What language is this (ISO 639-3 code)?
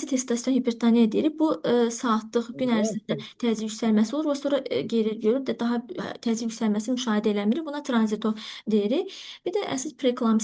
aze